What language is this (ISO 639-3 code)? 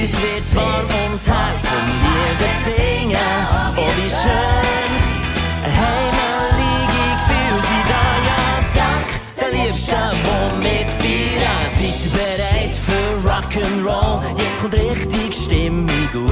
gsw